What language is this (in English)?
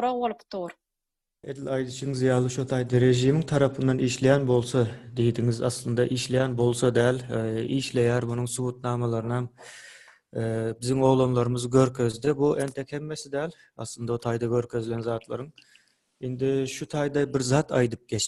Turkmen